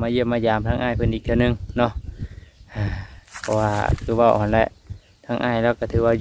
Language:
Lao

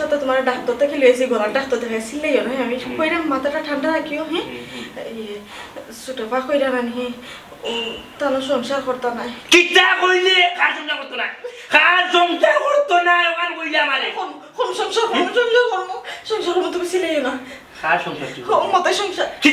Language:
Sylheti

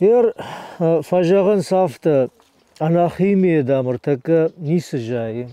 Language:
Ossetic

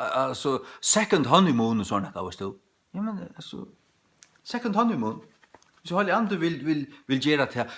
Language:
Faroese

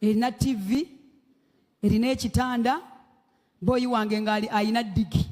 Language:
Ganda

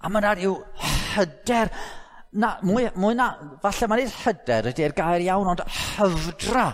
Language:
Welsh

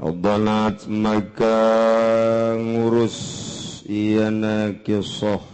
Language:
Sundanese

